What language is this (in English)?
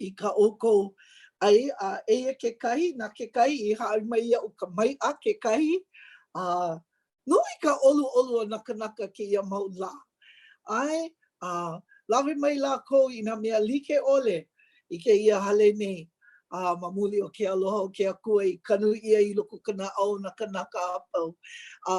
Hawaiian